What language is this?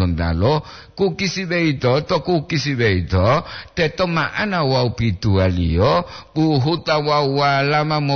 Gorontalo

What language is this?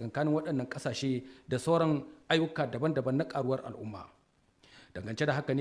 Hausa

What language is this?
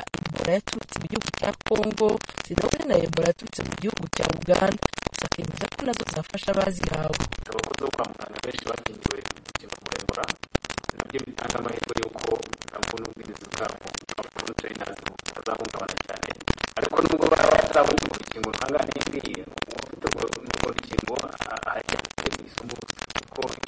Kinyarwanda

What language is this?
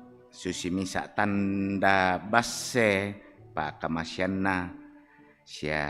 Toraja-Sa'dan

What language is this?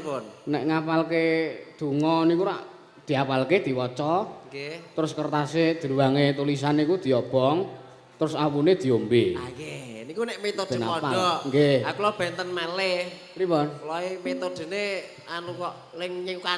Javanese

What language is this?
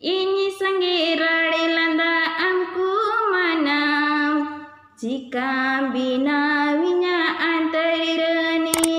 Santali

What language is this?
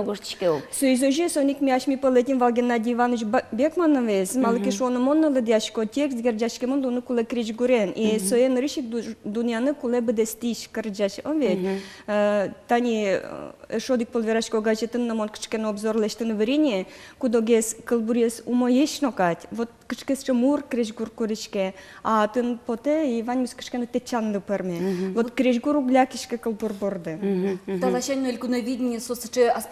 Udmurt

